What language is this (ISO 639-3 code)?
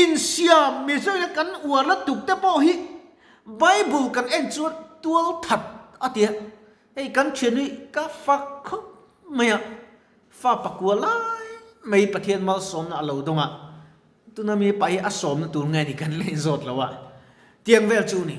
lus